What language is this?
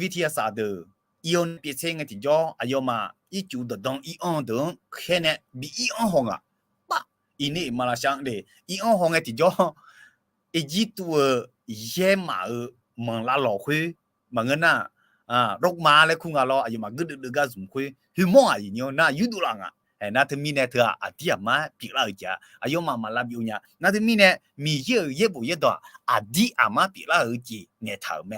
Akha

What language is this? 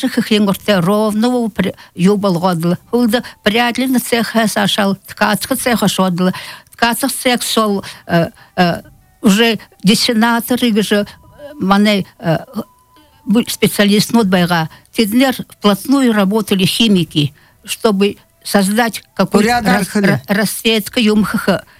Buriat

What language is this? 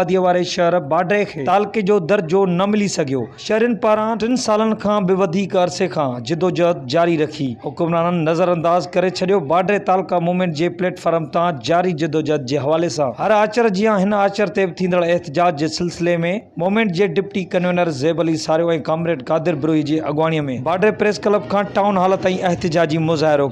Sindhi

